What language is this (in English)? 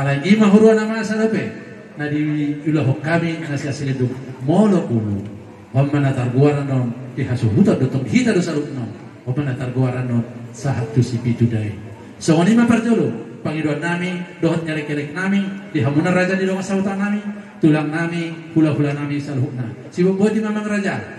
Batak Toba